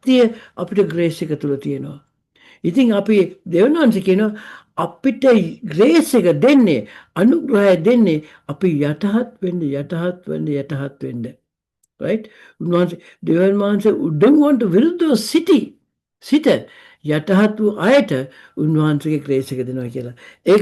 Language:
Sinhala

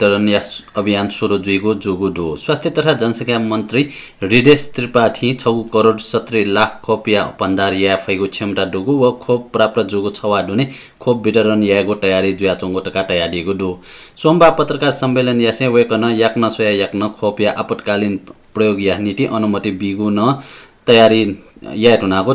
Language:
Newari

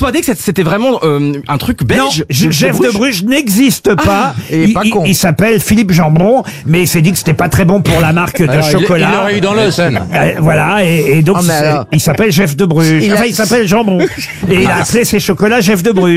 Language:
French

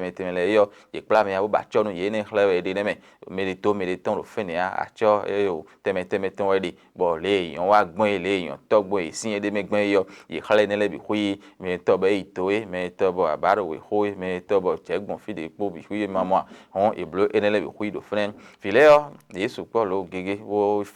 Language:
Fon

